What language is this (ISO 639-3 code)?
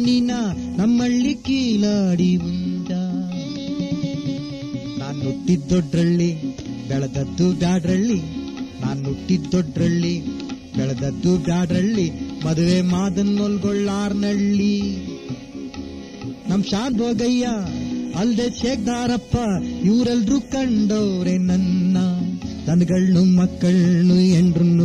kan